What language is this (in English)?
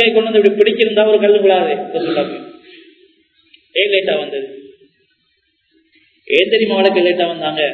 Tamil